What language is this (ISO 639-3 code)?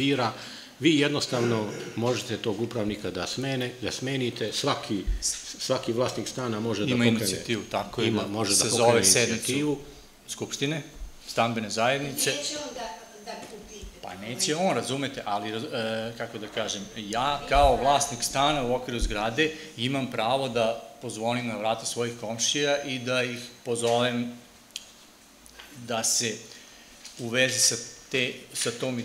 srp